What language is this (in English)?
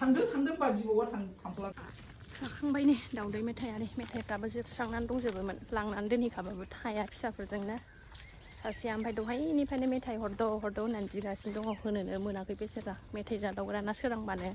Bodo